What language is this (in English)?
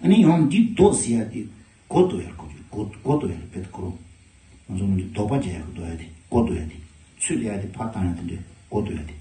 Tibetan